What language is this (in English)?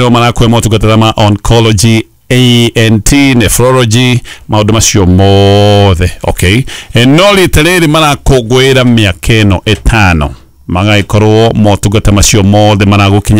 Kikuyu